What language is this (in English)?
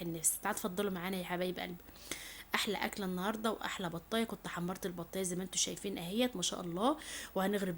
Egyptian Arabic